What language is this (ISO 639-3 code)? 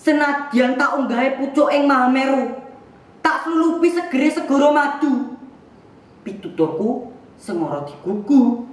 jav